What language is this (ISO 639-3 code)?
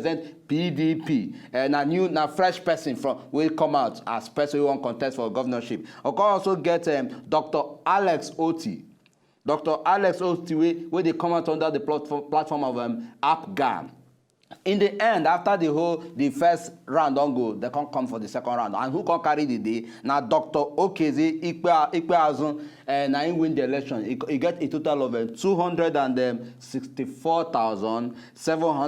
pcm